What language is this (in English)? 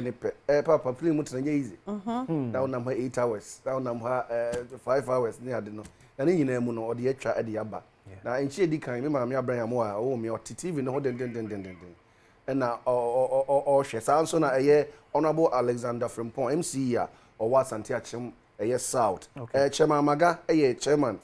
Akan